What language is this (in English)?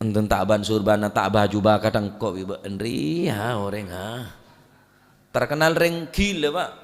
Madurese